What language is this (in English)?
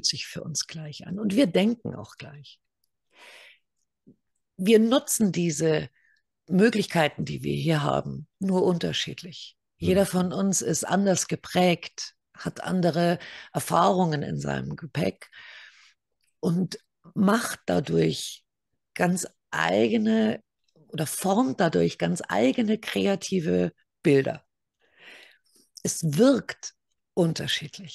German